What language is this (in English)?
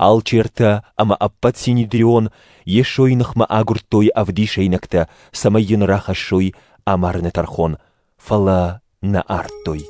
Ossetic